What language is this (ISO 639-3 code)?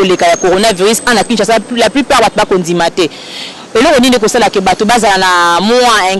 lin